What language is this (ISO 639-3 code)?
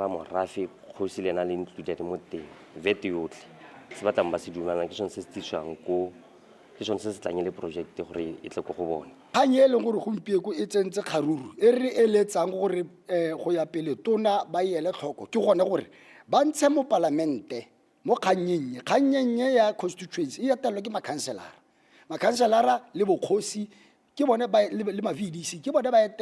tsn